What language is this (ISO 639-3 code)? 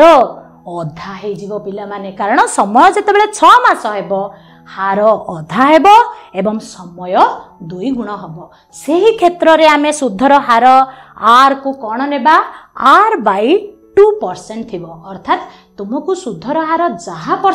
ori